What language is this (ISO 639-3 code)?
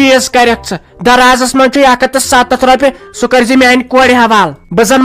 kas